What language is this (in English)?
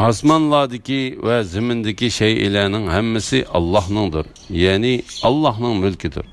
Uyghur